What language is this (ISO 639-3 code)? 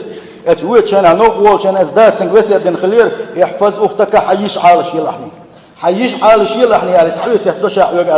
che